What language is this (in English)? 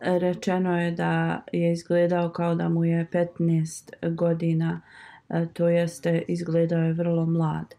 Bosnian